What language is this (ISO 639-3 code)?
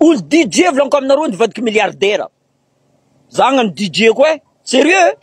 mlg